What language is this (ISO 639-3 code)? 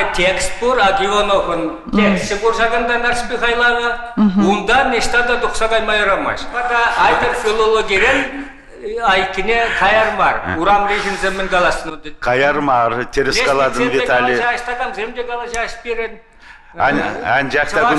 chv